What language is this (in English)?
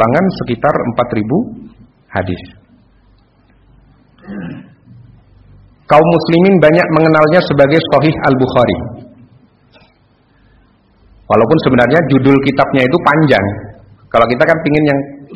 Indonesian